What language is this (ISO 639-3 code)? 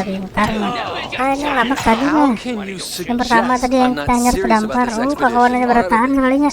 bjn